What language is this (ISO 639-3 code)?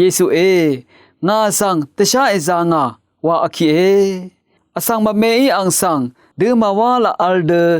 raw